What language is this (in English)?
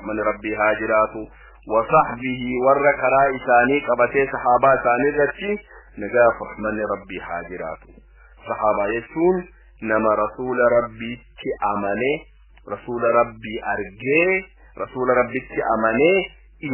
Oromo